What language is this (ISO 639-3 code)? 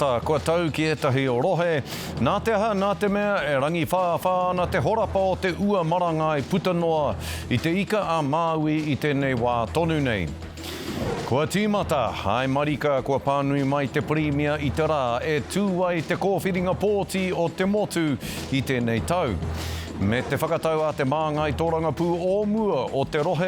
mri